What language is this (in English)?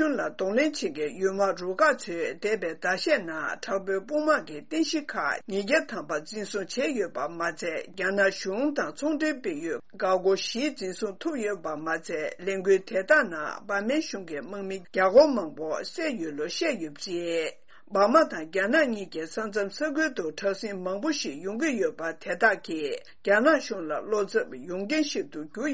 Tibetan